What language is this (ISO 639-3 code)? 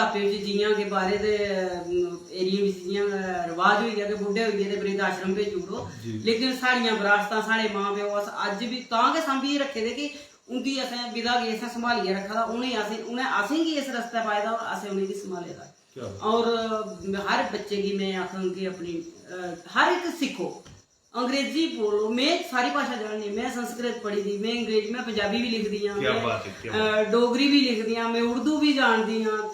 doi